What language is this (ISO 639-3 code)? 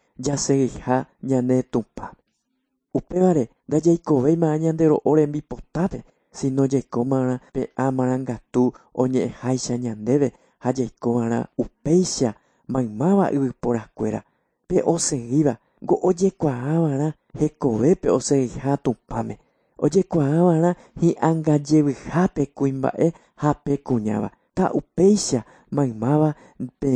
grn